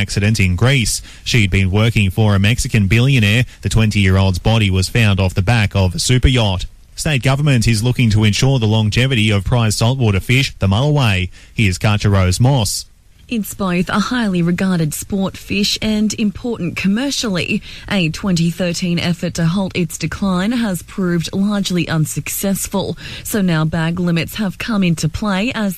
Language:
English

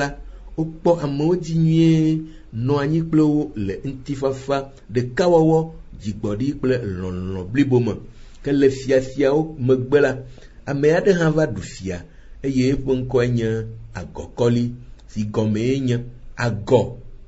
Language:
Ewe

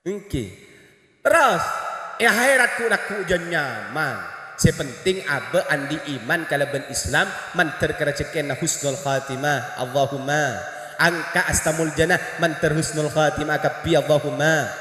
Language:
Madurese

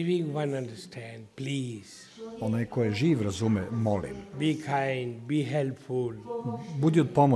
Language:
Serbian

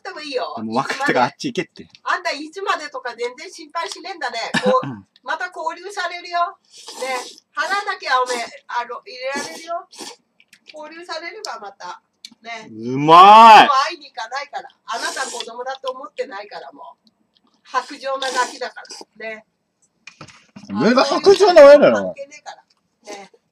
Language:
Japanese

